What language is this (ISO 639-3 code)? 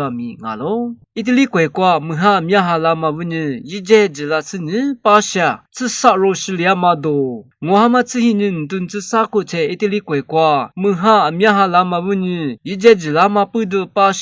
lis